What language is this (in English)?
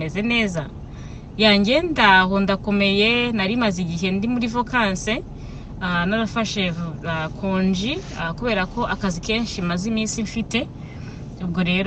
Kinyarwanda